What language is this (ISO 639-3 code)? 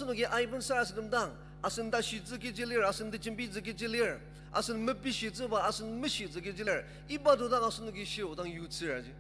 njo